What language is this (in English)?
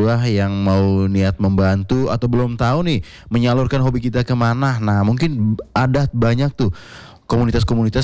Indonesian